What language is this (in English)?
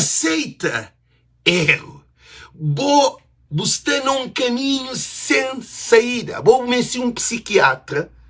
Kabuverdianu